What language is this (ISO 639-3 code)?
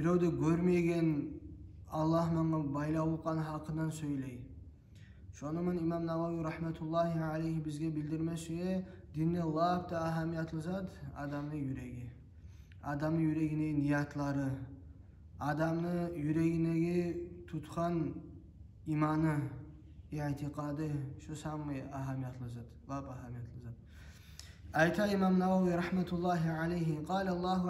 kum